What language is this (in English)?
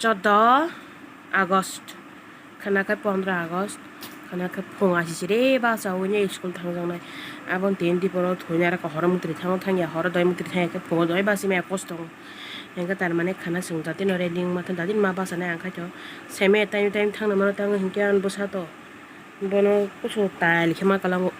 Kok Borok